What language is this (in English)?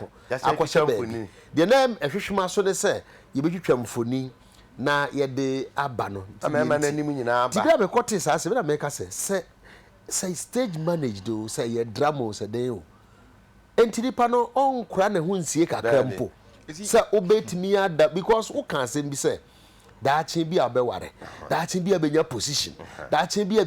Akan